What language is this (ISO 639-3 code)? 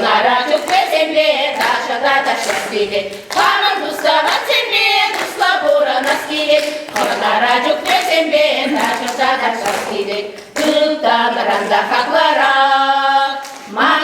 chv